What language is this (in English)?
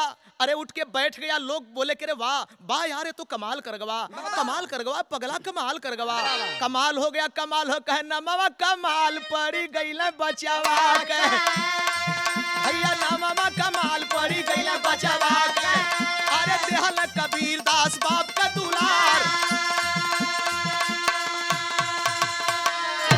Bhojpuri